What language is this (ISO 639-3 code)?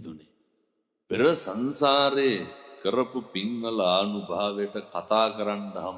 sin